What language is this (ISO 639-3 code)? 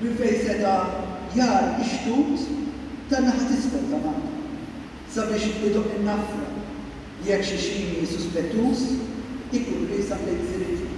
mlt